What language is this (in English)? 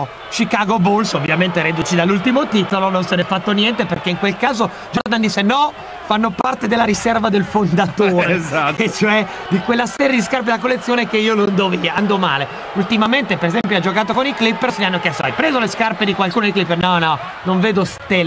Italian